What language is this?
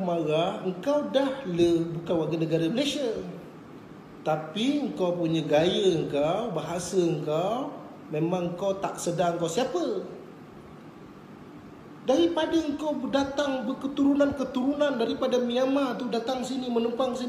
Malay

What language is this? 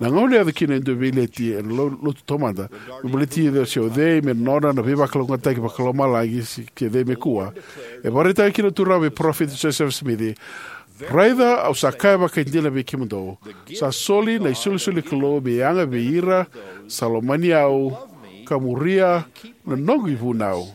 Fijian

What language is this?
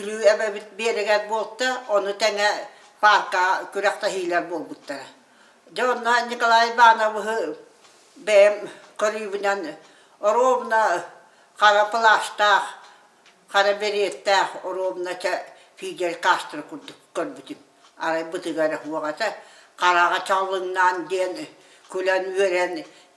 Yakut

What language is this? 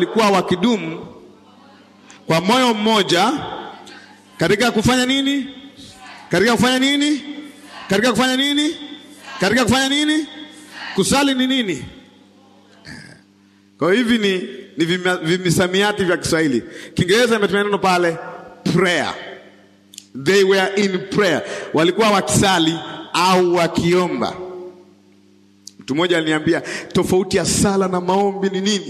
Swahili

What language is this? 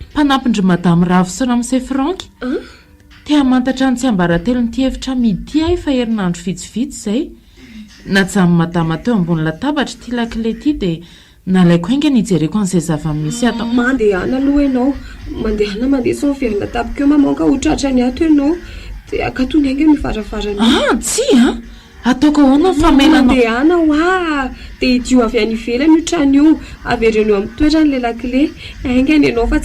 Malagasy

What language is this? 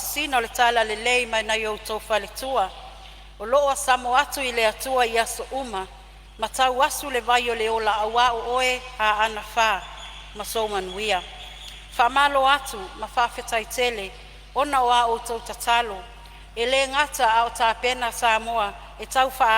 Samoan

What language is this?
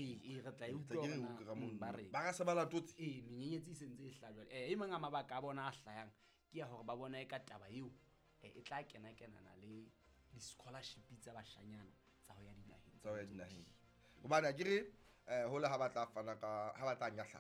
Southern Sotho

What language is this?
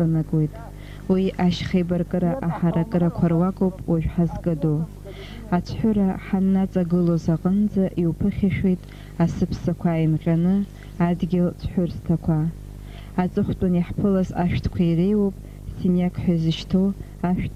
Abkhazian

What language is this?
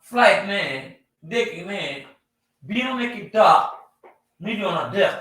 Acoli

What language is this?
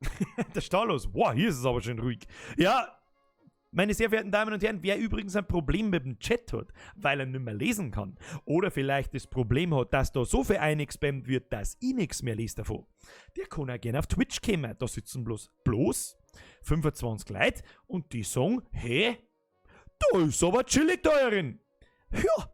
Bavarian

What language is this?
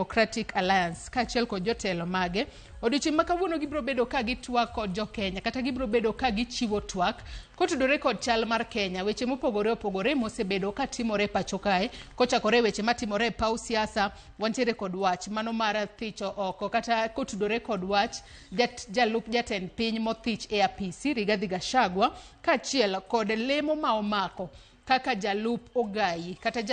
Luo (Kenya and Tanzania)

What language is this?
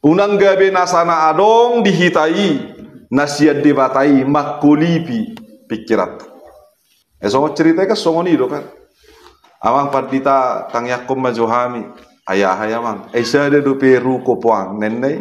Batak Toba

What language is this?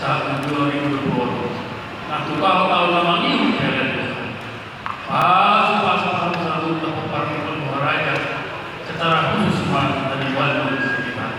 Batak Toba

